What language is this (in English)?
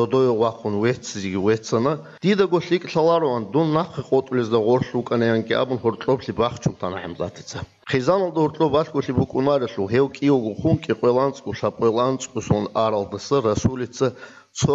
Avaric